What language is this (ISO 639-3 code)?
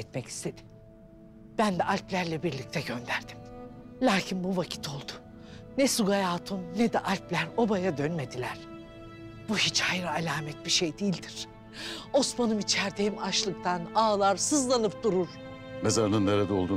tur